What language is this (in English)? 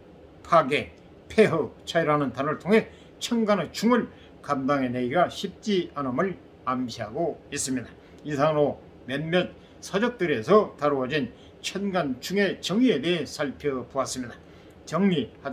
Korean